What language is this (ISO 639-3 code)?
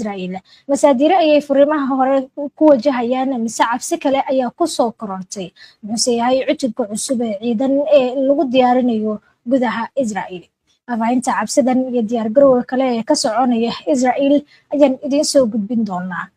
som